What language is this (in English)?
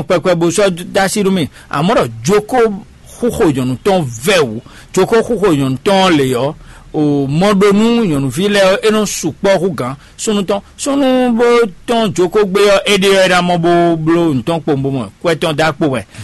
Fon